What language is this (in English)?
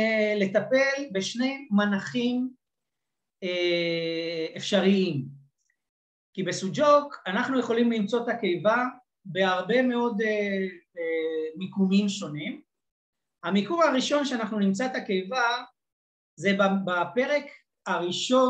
Hebrew